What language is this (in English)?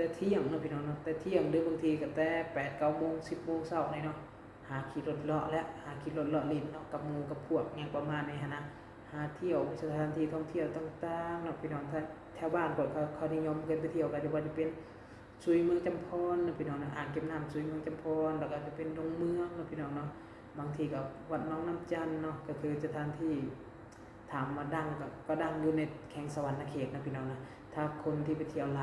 Lao